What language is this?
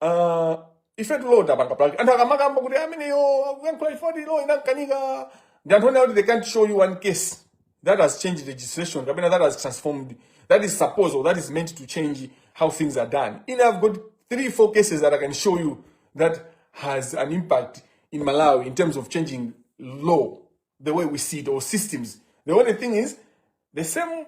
Nyanja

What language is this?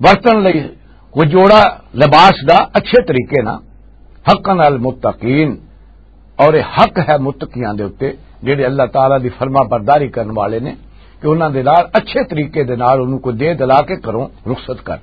Western Panjabi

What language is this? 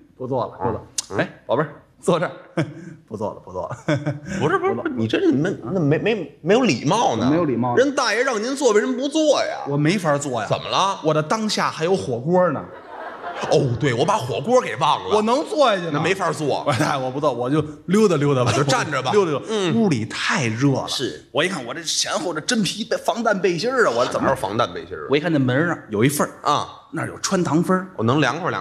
Chinese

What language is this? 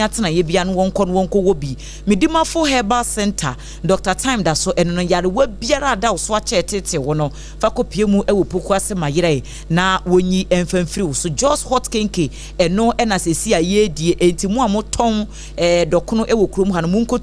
Akan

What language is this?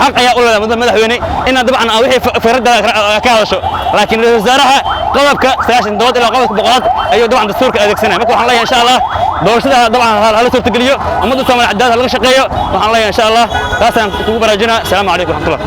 Somali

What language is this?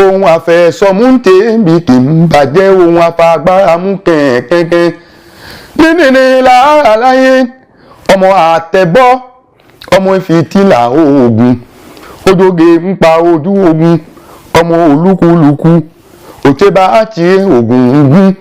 Yoruba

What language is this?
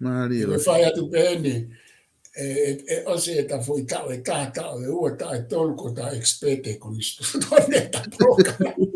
Tongan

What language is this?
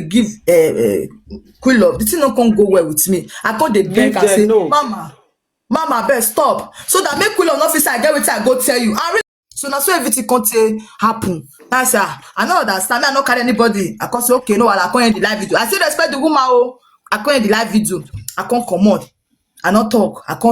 Nigerian Pidgin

